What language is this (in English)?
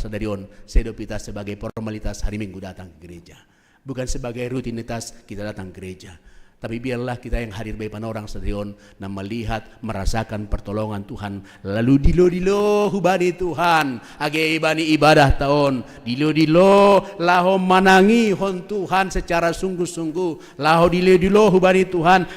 Batak Simalungun